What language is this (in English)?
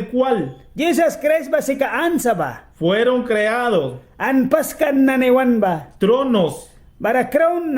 Mískito